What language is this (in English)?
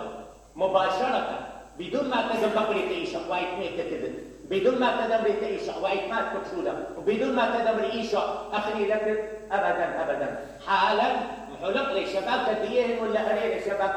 Mesopotamian Arabic